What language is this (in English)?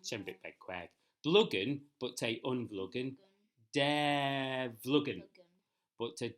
Manx